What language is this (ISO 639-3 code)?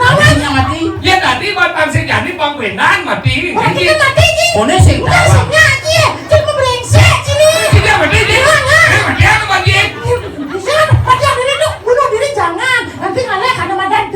ban